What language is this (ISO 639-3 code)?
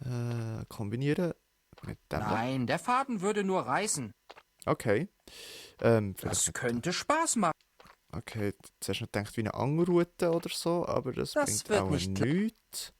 gsw